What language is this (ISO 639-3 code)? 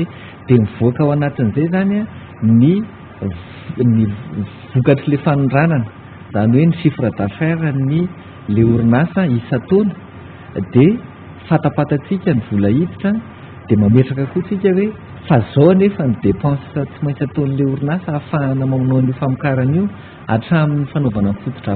mlg